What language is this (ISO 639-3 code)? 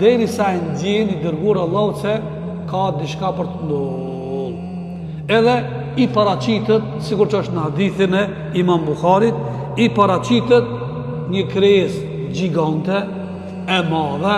sqi